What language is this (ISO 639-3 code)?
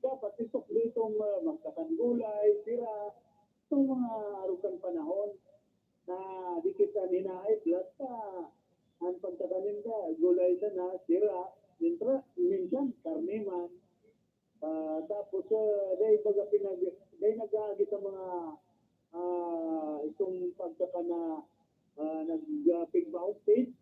bik